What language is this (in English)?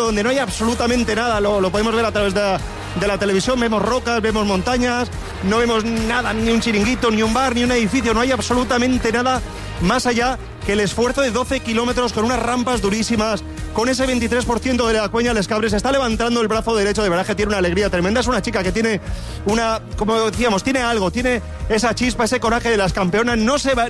Spanish